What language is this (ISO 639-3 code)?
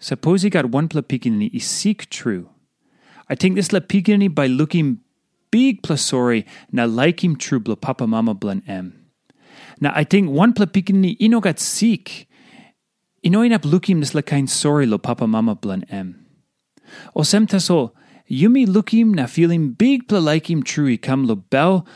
tpi